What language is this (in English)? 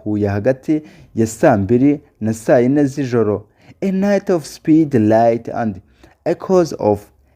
Kinyarwanda